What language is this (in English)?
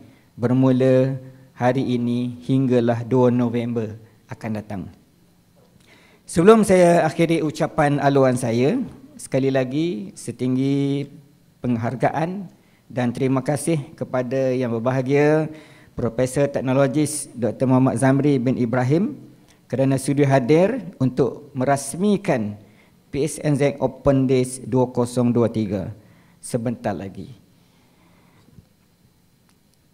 Malay